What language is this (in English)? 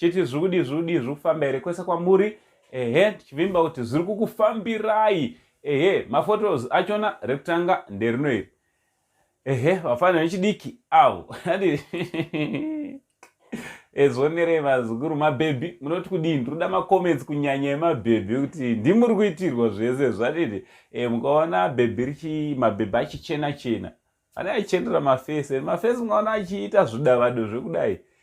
Shona